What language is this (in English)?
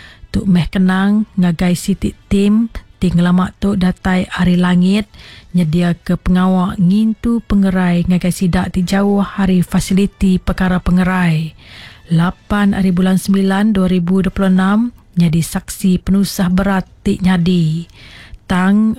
Iban